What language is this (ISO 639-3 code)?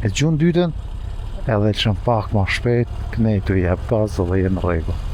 sqi